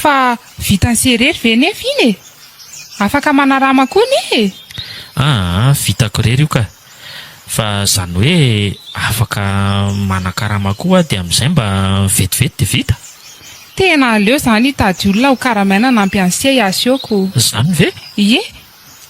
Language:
Malagasy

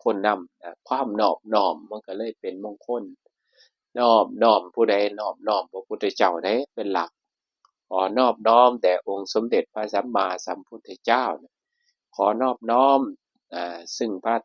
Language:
Northeastern Thai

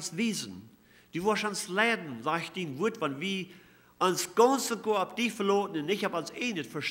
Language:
Plautdietsch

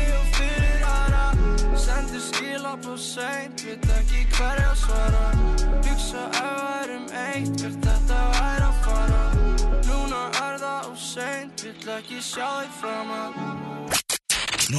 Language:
Icelandic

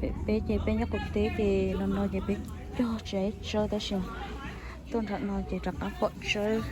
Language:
Hmong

